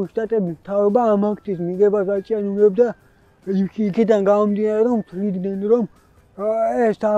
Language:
Georgian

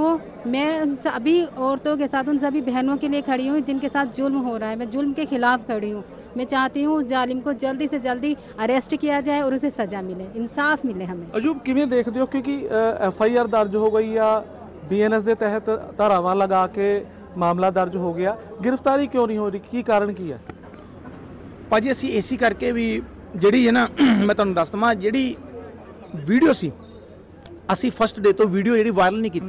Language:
Punjabi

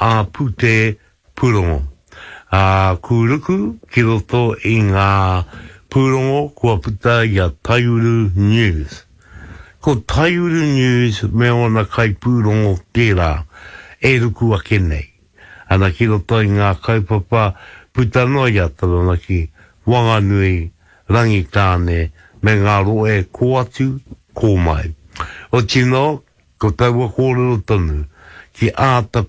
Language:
Māori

